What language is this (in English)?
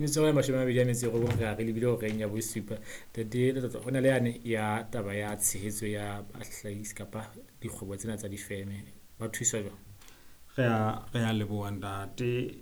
Southern Sotho